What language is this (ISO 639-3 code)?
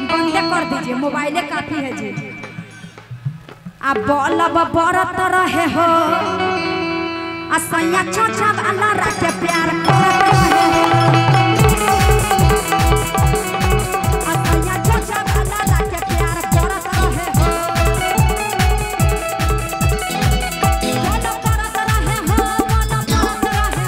bho